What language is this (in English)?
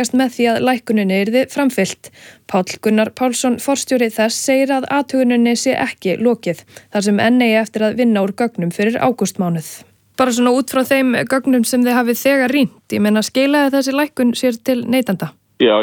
Icelandic